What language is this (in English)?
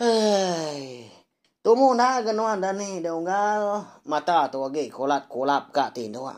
Iban